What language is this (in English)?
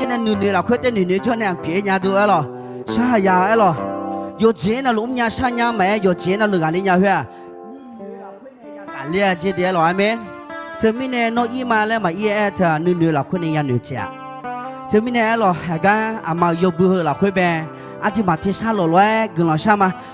Akha